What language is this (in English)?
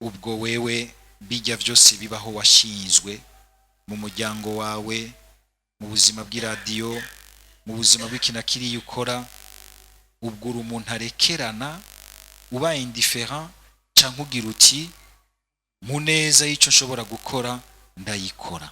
Rundi